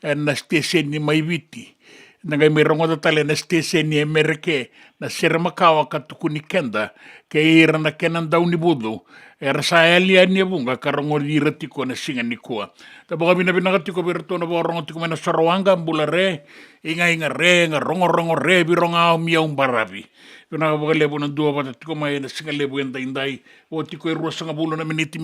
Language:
Fijian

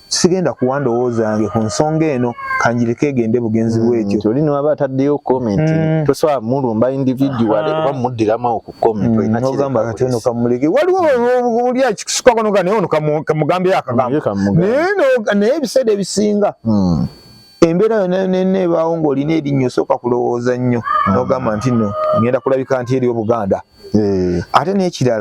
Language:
Ganda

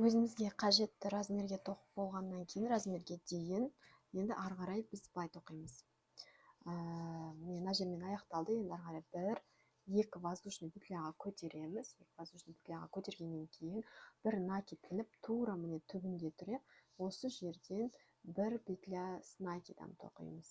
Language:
Kazakh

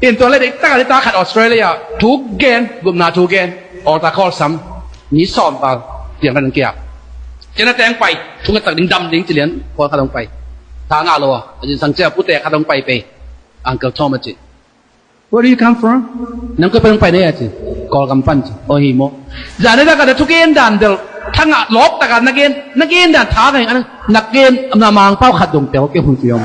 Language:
Tedim Chin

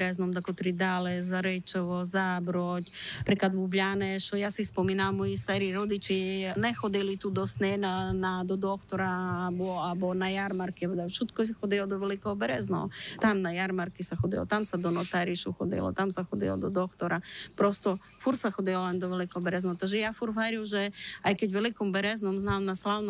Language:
Rusyn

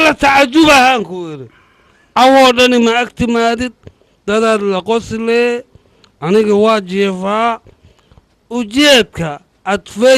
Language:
Somali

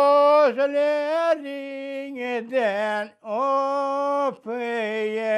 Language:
Crimean Tatar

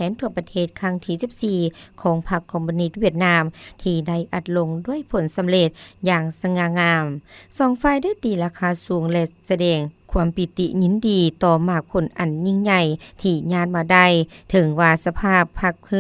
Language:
Lao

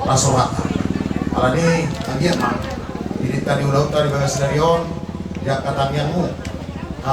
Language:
Batak Toba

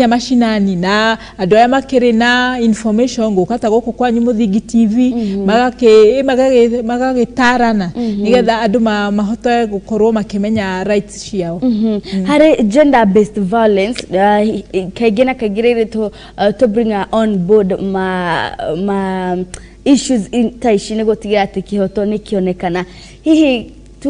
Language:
Kikuyu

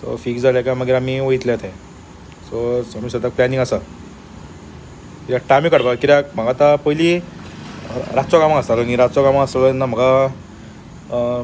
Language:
Konkani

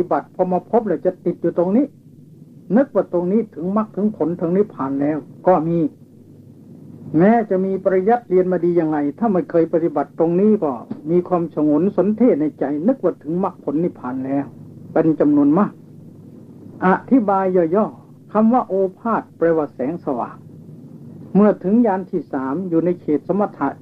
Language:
Thai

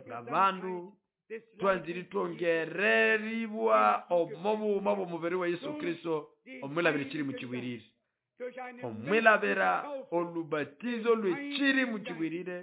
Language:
Nande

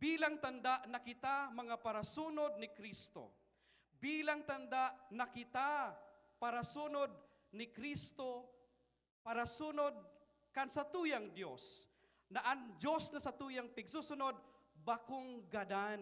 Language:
Bikol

